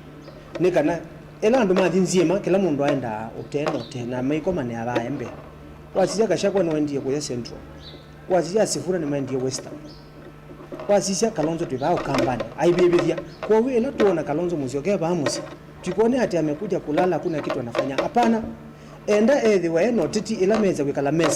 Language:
Kamba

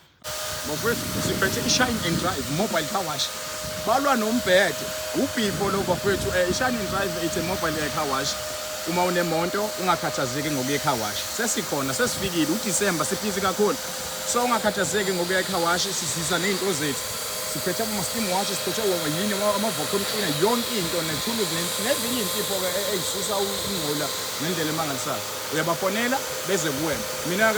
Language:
Zulu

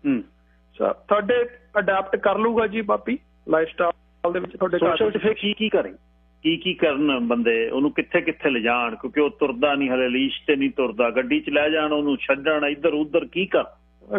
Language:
Punjabi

